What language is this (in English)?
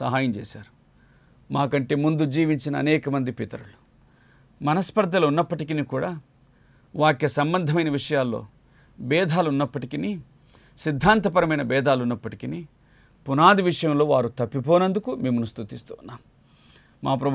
Telugu